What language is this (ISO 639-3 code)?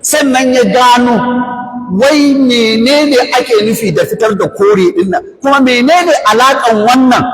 hau